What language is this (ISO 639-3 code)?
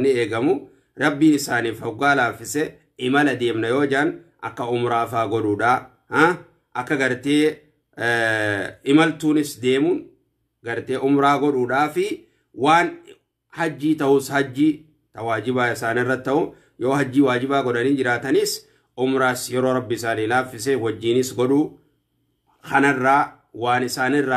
orm